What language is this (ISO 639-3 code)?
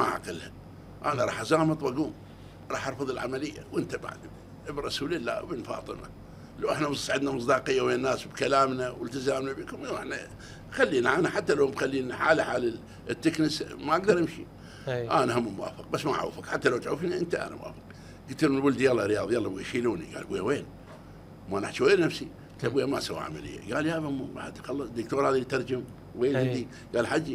acm